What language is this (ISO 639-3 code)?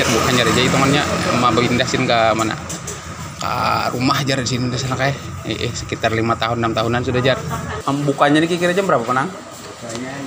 bjn